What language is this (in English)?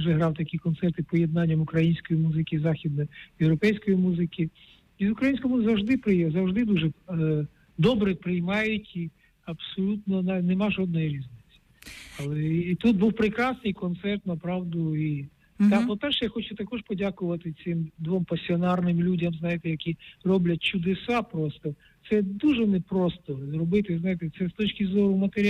Ukrainian